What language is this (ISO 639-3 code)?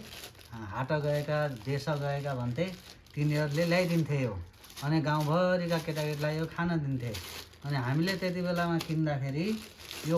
nep